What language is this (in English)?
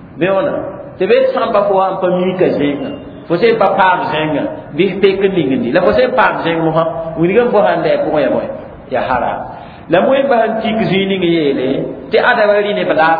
Mossi